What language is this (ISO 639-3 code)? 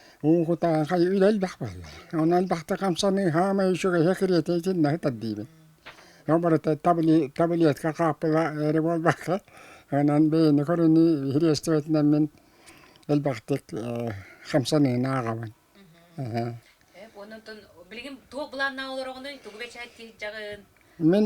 sah